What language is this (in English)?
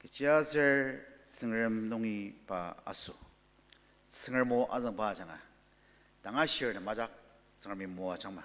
Ao Naga